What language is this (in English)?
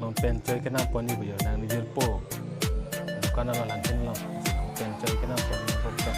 Karbi